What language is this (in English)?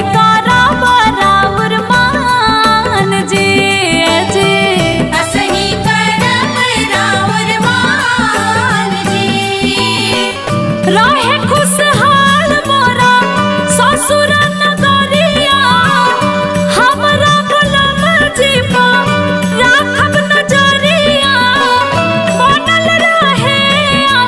Bhojpuri